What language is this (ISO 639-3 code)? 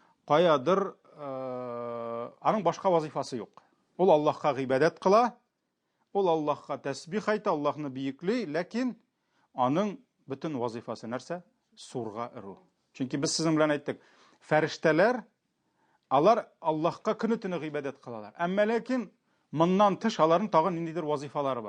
tat